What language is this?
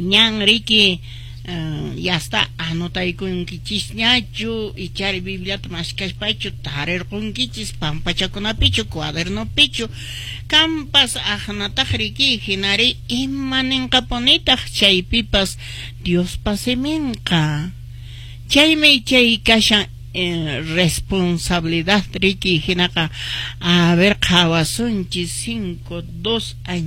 Quechua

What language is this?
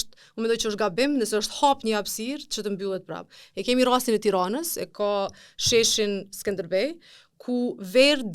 Albanian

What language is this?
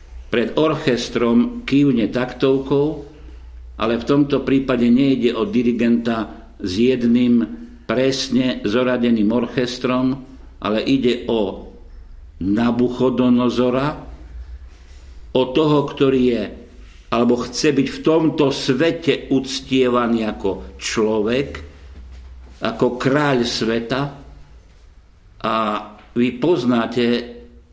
Slovak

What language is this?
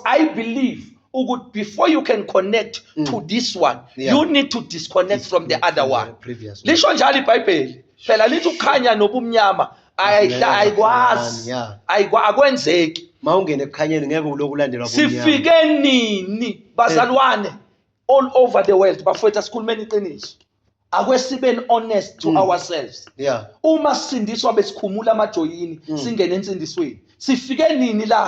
Zulu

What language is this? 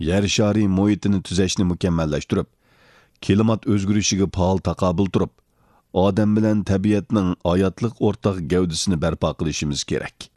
Uyghur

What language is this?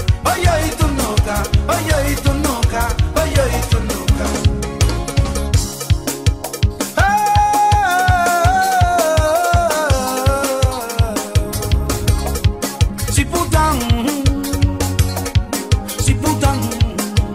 Kabuverdianu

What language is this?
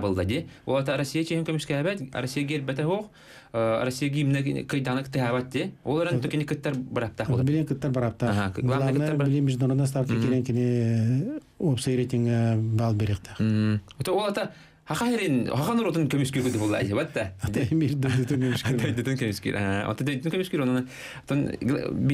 Yakut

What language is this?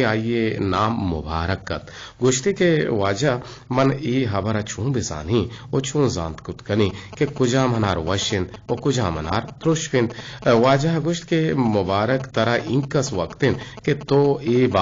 Eastern Balochi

